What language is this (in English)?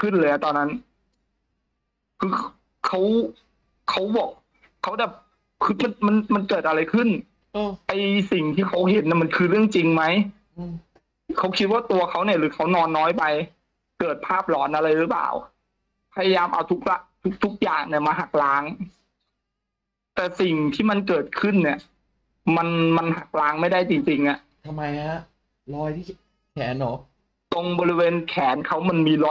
Thai